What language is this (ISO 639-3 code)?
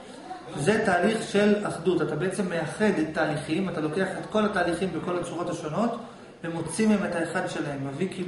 heb